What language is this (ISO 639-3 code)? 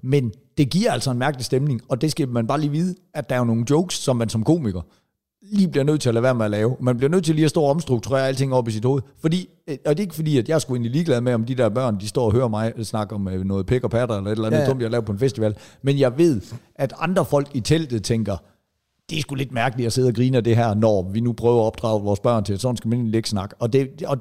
dan